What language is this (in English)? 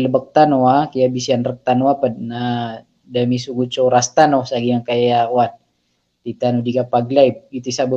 Maranao